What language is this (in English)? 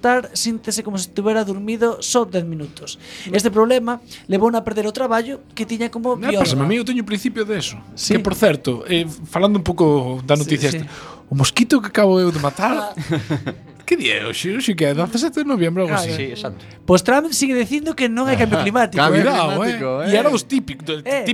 Galician